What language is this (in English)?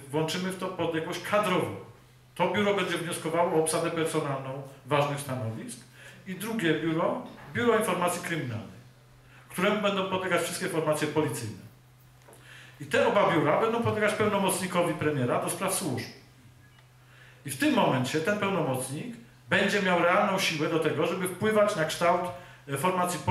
Polish